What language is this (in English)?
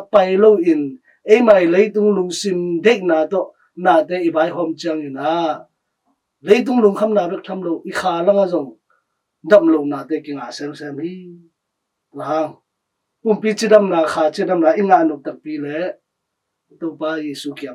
Tedim Chin